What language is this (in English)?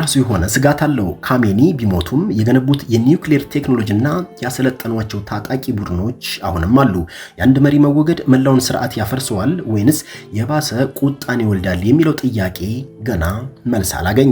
Amharic